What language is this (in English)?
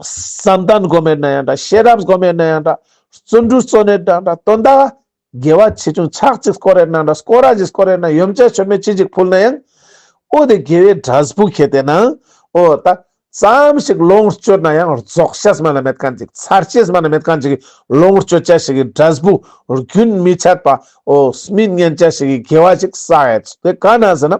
Ladakhi